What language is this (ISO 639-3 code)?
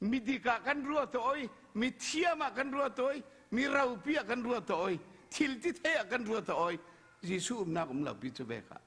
cfm